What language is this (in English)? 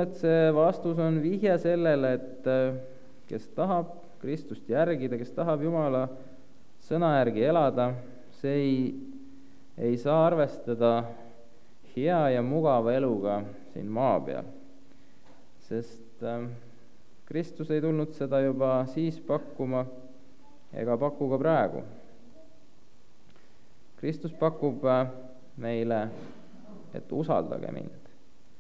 Estonian